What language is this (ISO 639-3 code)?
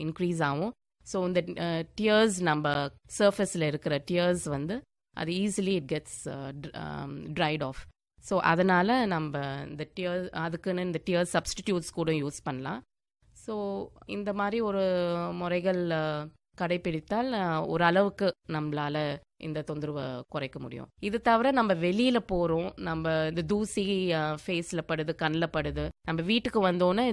tam